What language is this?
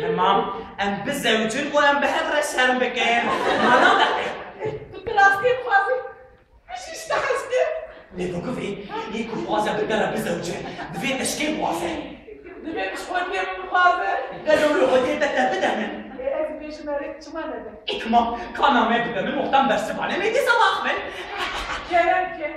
Kurdish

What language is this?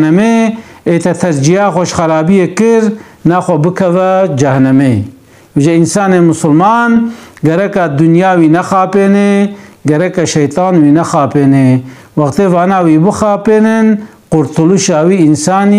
Kurdish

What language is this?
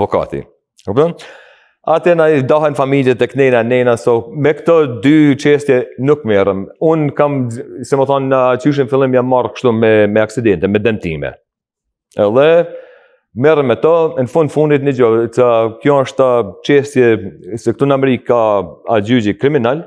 Albanian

